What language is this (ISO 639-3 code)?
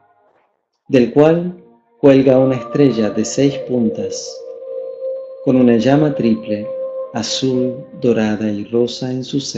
spa